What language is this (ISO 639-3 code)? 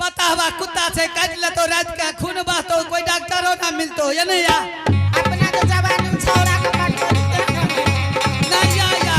anp